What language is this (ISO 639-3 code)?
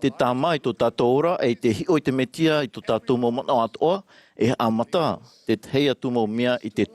tah